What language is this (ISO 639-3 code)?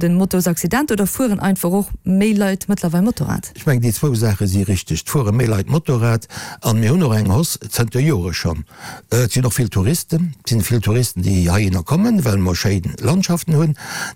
ltz